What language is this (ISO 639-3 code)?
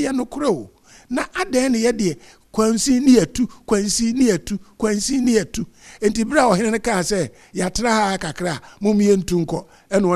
aka